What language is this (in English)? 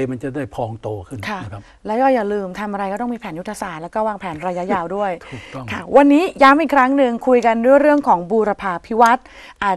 Thai